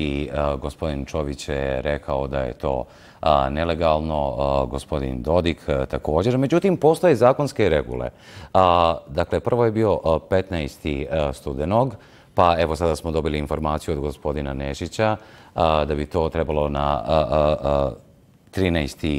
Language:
Bosnian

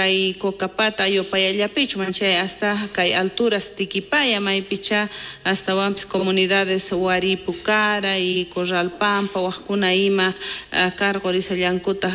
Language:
South Bolivian Quechua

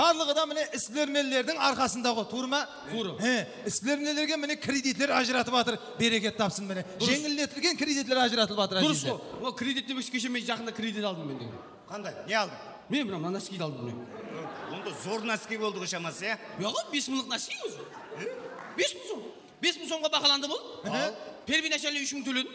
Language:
Kara-Kalpak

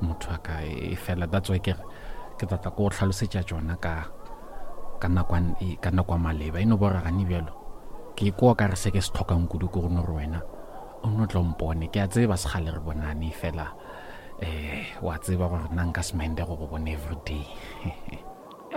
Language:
Northern Sotho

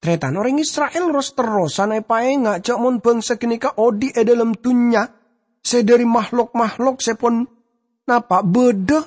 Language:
Madurese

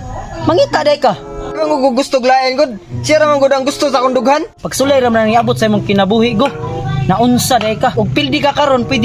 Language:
Cebuano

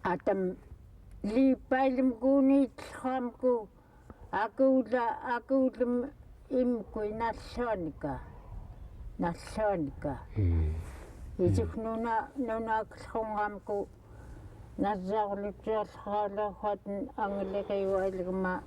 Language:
Central Yupik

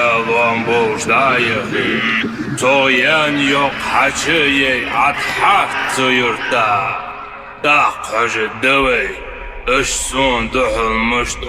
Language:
Ingush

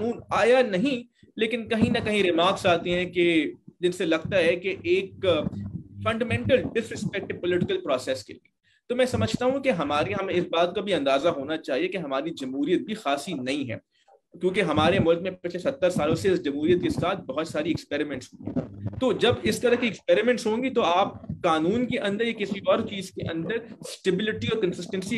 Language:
Urdu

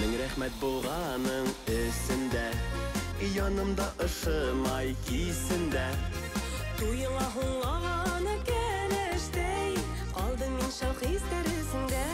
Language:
Bashkir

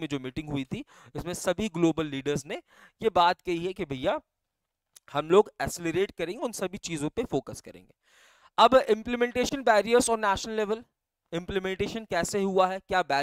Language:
Hindi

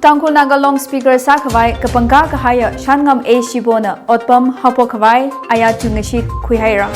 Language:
Tangkhul Naga (India)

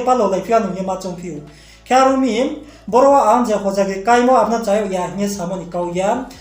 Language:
Riang (India)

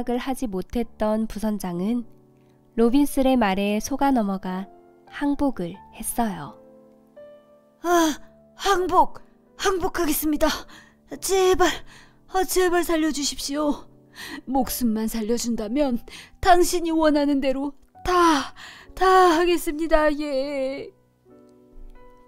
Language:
Korean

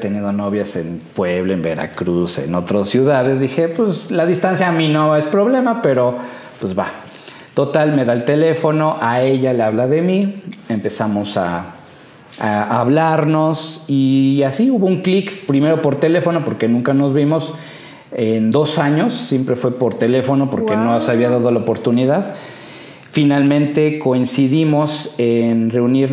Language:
Spanish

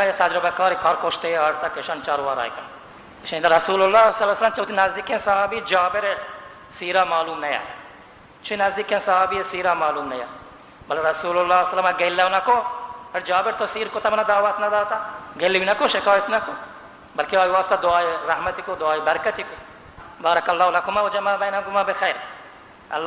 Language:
Baluchi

